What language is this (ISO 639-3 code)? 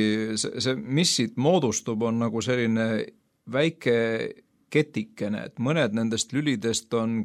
est